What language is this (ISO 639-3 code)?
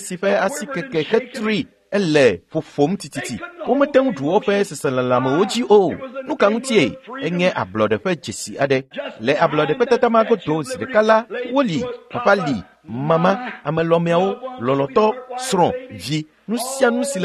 ewe